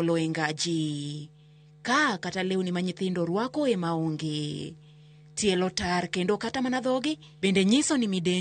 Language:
Luo (Kenya and Tanzania)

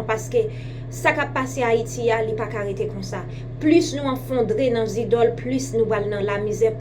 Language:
Haitian Creole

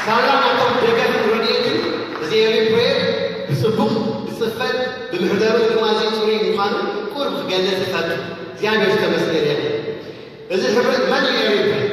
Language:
Tigrinya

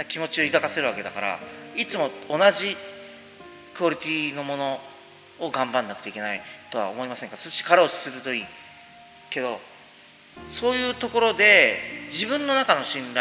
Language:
Japanese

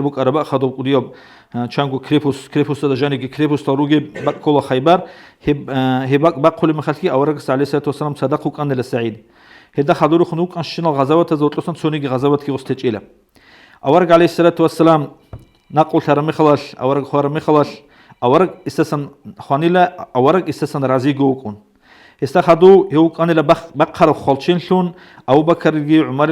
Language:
Avaric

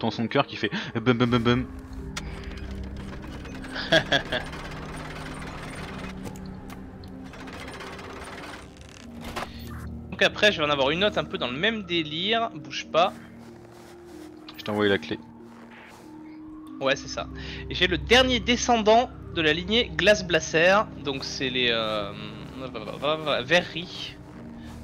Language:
French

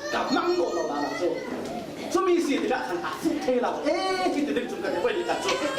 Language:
Falam Chin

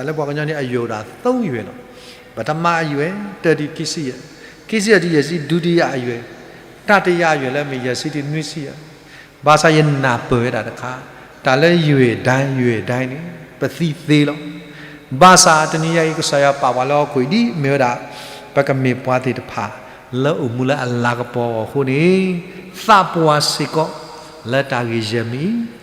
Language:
S'gaw Karen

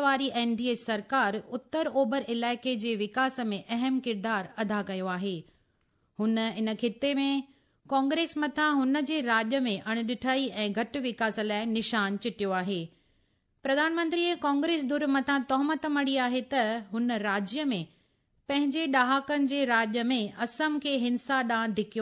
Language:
Sindhi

